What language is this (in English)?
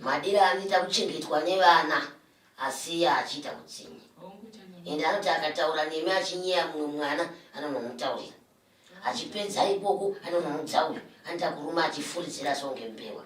Shona